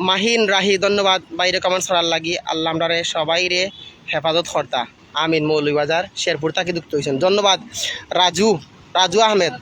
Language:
Sylheti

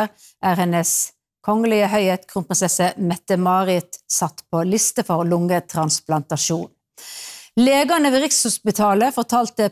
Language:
Norwegian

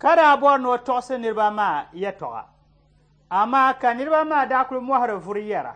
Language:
Dagbani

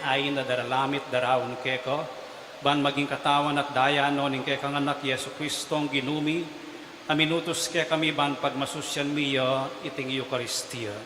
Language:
Pampanga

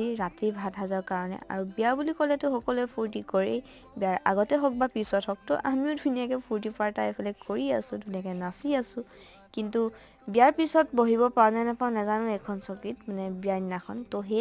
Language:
Assamese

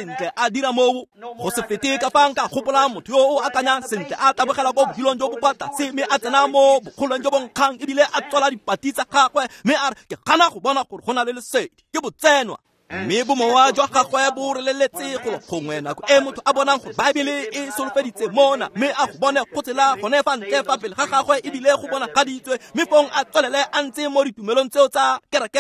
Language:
Tswana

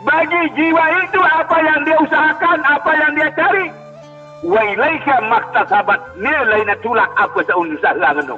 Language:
Sasak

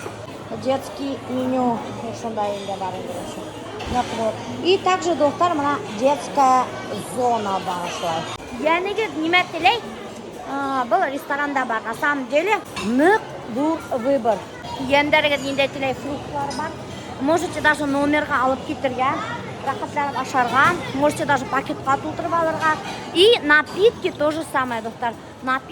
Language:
Bashkir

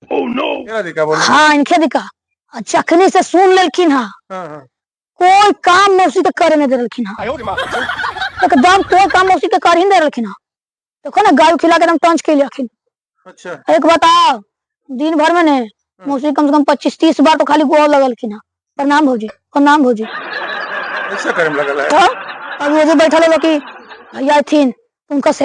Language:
Magahi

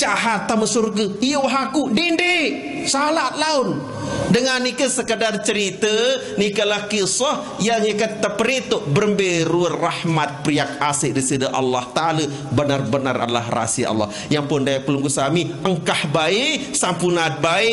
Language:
Sasak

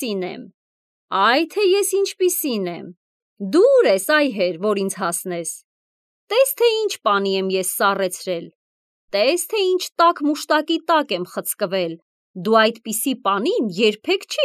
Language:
Armenian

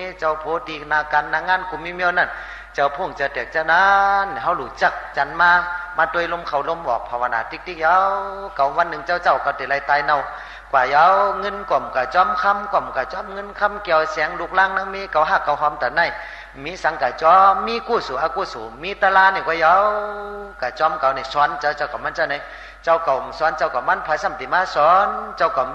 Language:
Shan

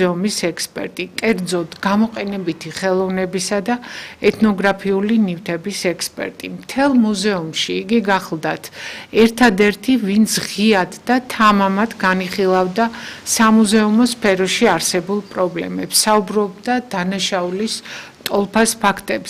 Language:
Georgian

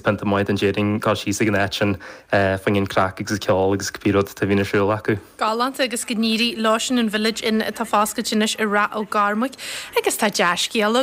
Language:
Irish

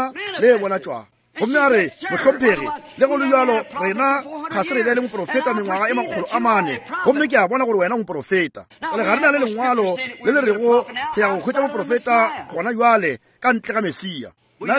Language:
Northern Sotho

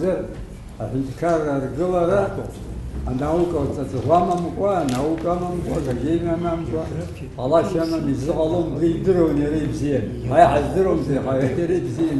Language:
Abkhazian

